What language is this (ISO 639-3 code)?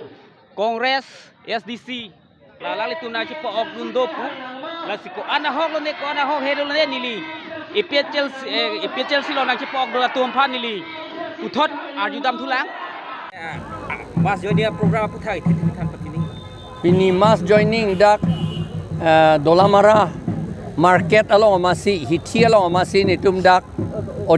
mjw